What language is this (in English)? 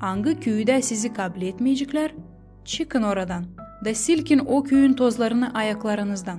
Gagauz